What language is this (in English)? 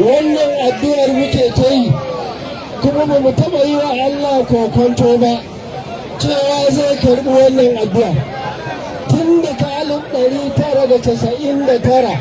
Hausa